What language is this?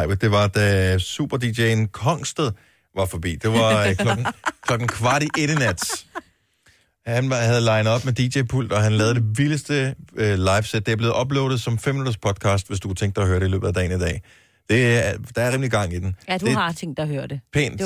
Danish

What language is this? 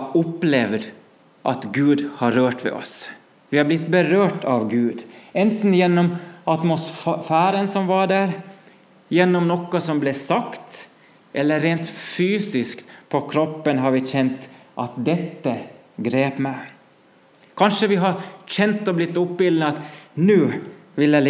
Norwegian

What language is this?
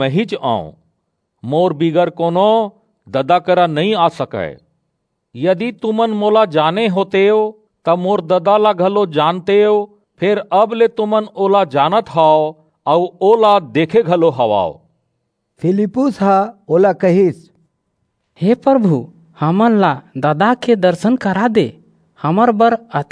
Chhattisgarhi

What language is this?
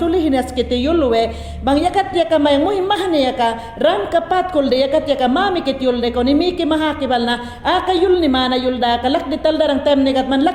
Mayangna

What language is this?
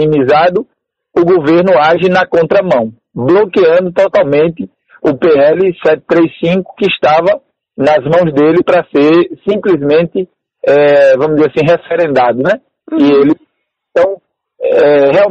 Portuguese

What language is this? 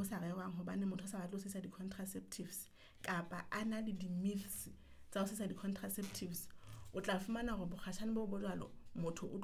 Southern Sotho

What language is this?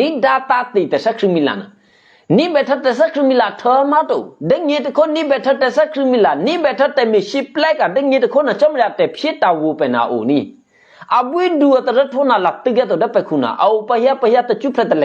Eastern Kayah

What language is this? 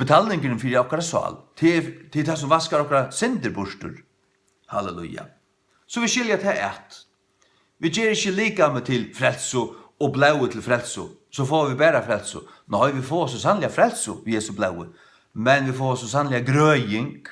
Faroese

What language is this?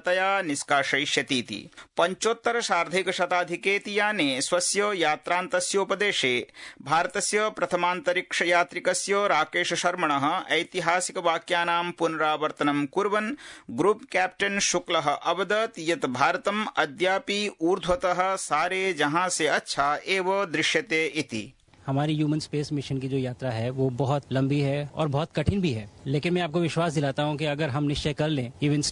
Sanskrit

